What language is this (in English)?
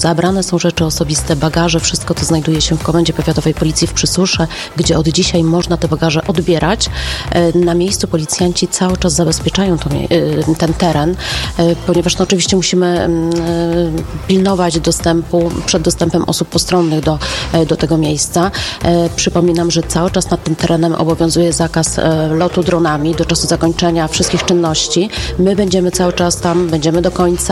Polish